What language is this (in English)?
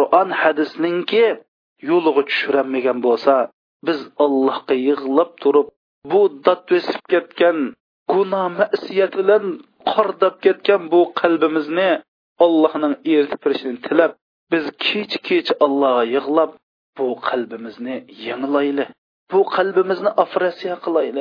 Uyghur